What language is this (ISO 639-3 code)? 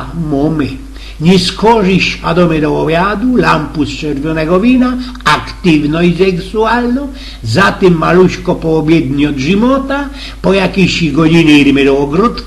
szl